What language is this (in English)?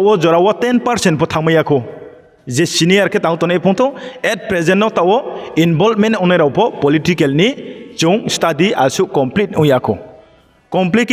Riang (India)